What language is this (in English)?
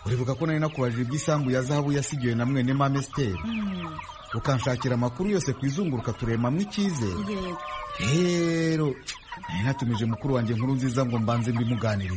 Kinyarwanda